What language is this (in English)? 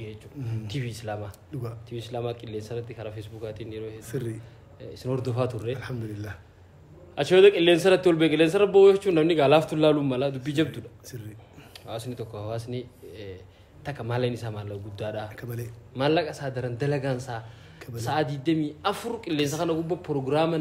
Oromo